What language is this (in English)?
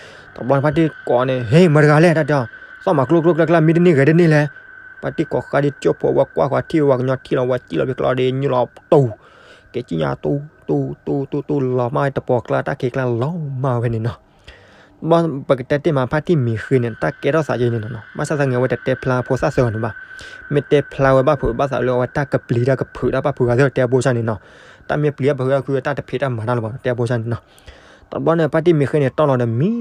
S'gaw Karen